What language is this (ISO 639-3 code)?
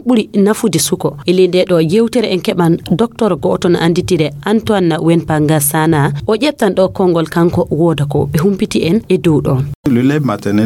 ful